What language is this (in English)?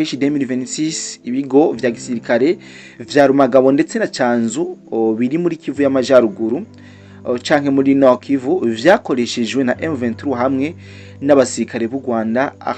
Rundi